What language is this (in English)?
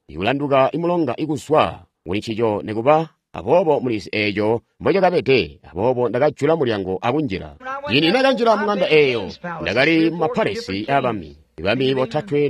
Tonga (Zambia)